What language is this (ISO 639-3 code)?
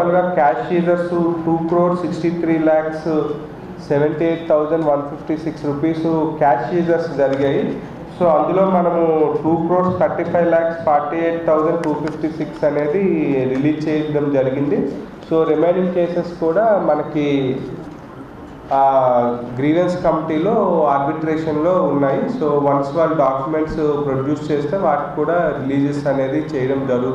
tel